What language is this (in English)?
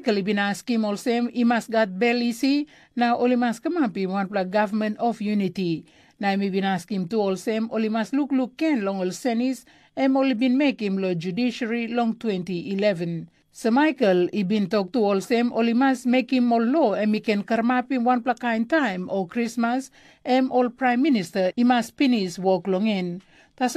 Tok Pisin